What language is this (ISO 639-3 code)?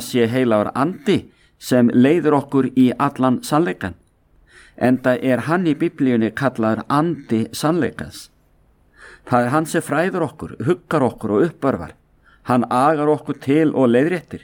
isl